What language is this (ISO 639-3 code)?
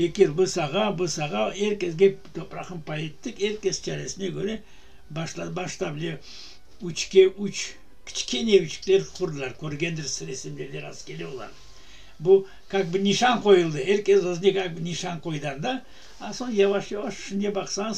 crh